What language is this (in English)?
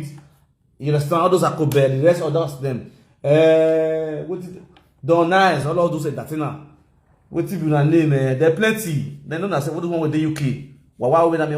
Nigerian Pidgin